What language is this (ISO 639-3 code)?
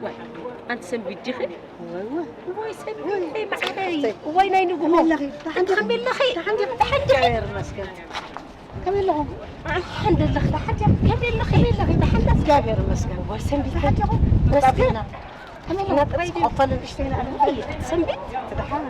tir